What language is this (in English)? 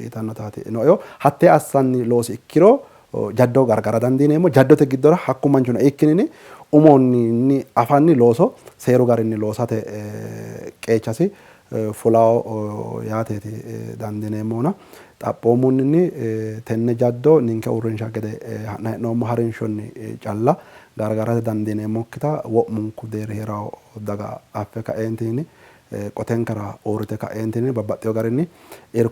Sidamo